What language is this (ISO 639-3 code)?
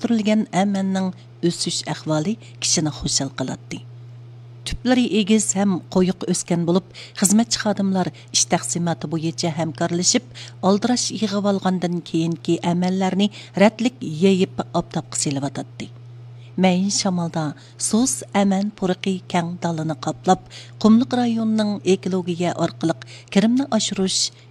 uig